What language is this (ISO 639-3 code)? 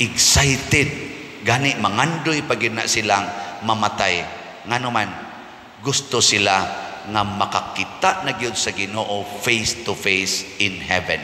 ceb